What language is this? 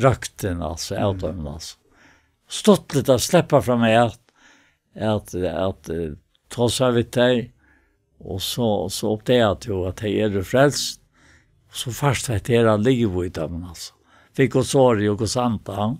Faroese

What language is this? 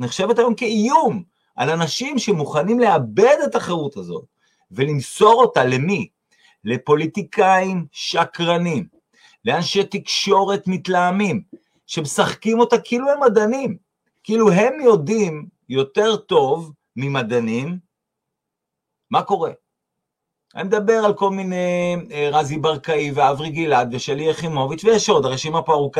Hebrew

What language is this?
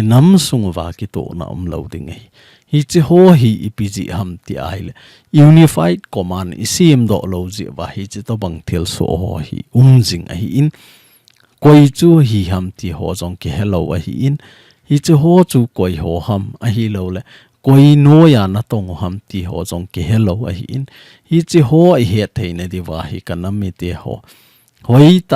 Thado Chin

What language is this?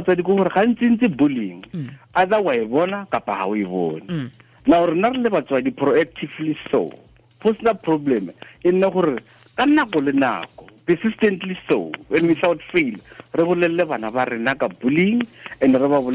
Tswana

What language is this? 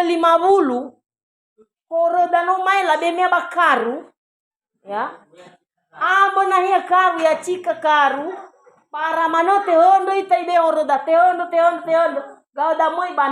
Nias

